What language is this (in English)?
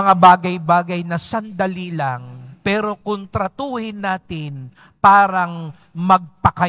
Filipino